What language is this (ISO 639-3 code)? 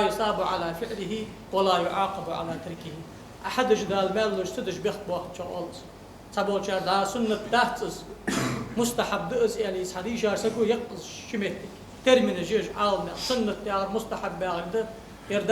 inh